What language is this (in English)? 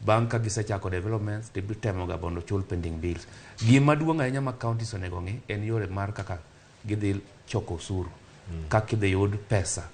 Luo (Kenya and Tanzania)